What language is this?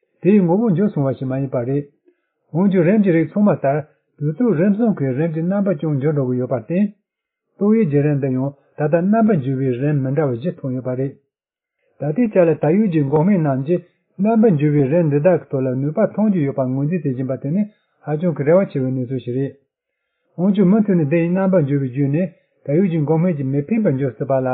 Tibetan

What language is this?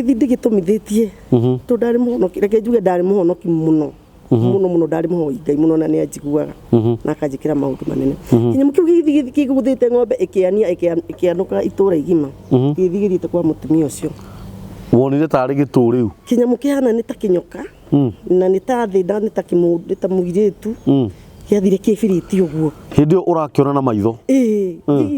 Kikuyu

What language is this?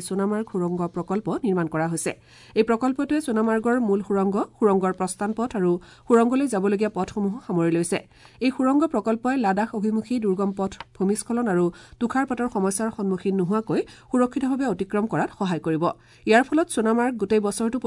Assamese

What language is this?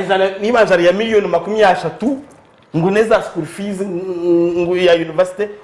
Nyankole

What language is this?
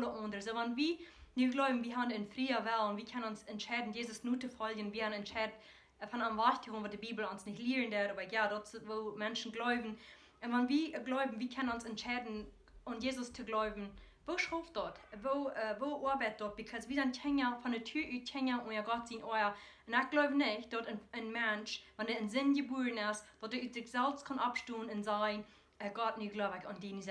Plautdietsch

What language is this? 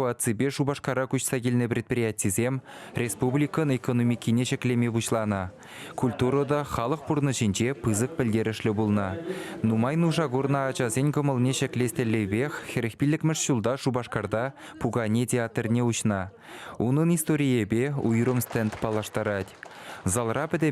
Chuvash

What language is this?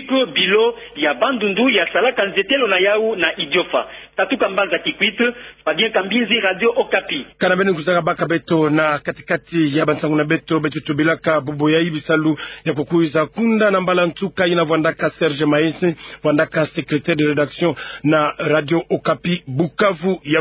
Kituba (Democratic Republic of Congo)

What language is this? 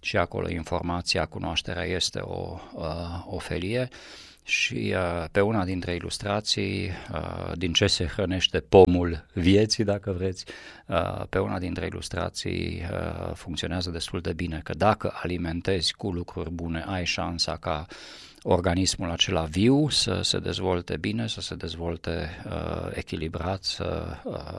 Romanian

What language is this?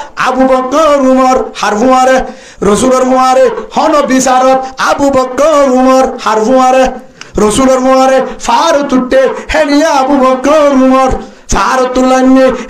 Rohingya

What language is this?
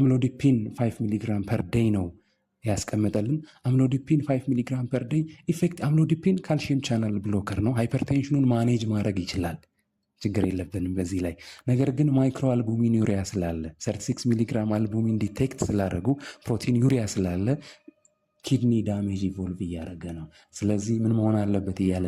Amharic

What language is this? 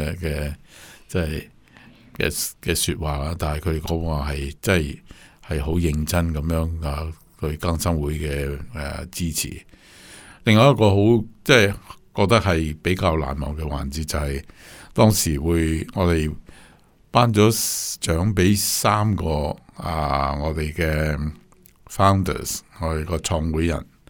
Cantonese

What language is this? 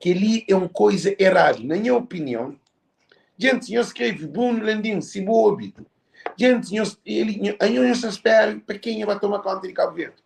Kabuverdianu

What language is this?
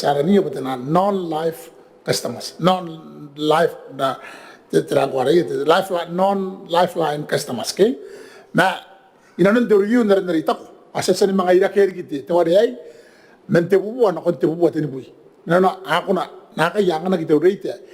Gilbertese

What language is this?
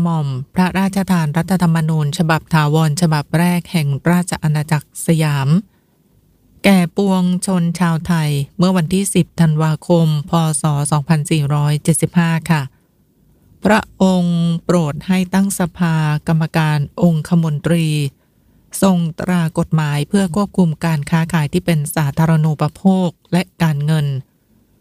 Thai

